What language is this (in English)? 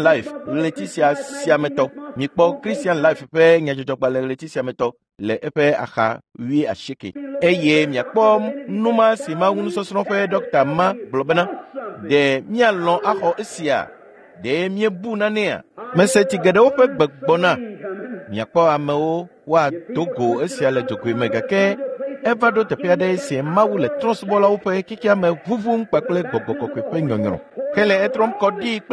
Ewe